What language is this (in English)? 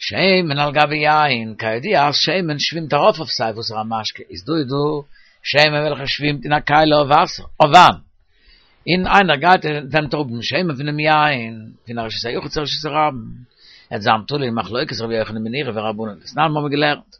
Yiddish